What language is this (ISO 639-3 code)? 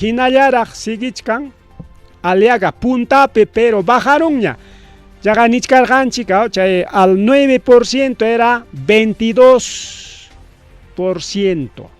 quy